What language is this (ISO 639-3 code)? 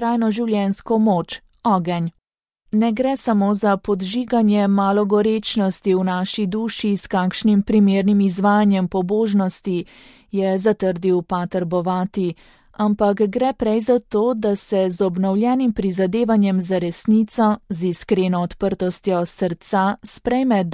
slv